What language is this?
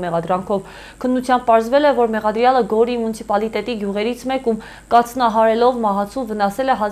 Armenian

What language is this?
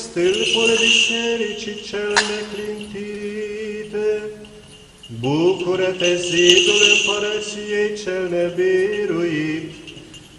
Romanian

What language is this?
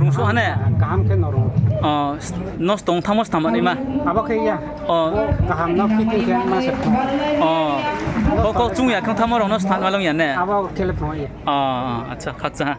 Riang (India)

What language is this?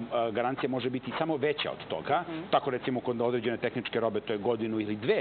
Serbian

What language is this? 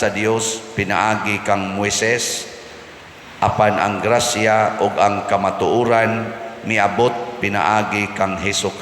Cebuano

